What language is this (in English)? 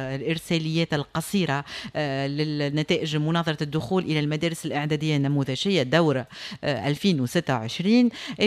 Tunisian Arabic